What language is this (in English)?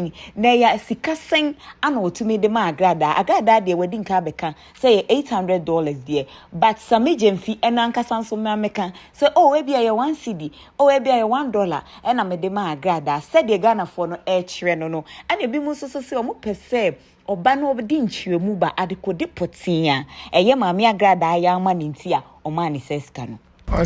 Akan